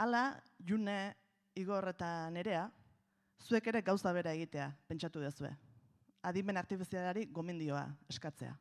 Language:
Basque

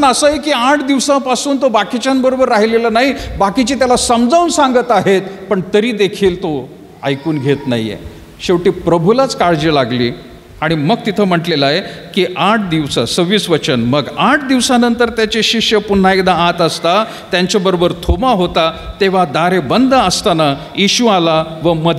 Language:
Marathi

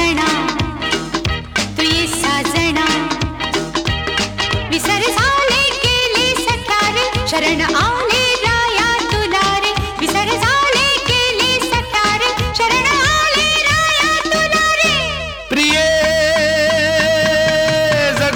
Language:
Marathi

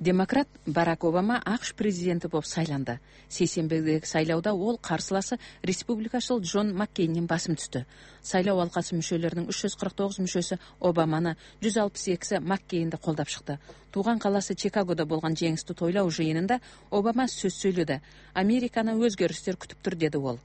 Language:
Kyrgyz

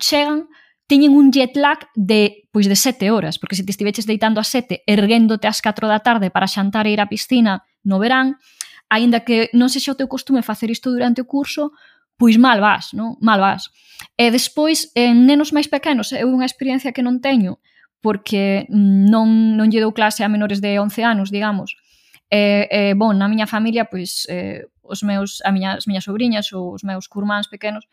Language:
Galician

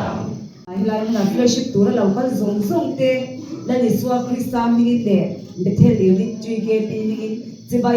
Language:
Mizo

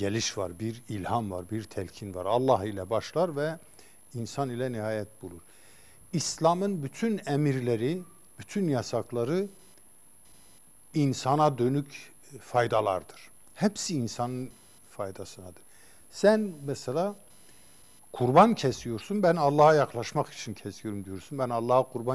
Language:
Turkish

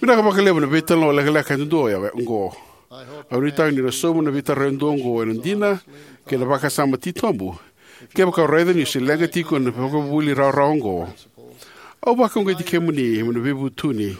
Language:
Fijian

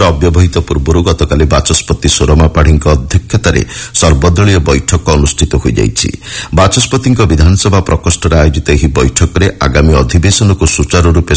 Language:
Odia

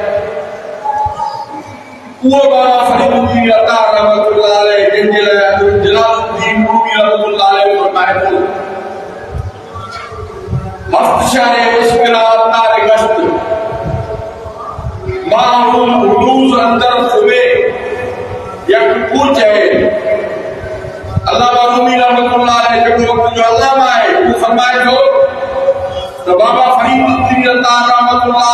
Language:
Sindhi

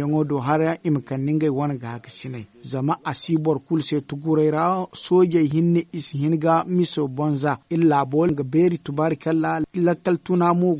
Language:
Zarma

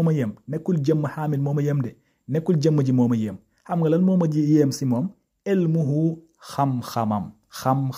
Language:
Wolof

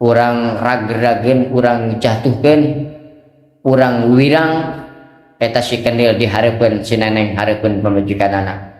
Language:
Sundanese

